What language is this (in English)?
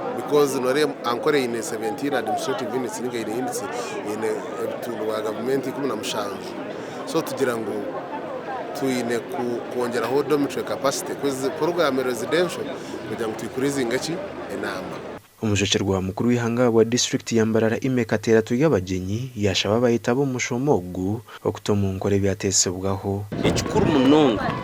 Nyankole